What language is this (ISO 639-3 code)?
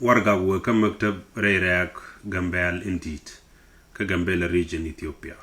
nus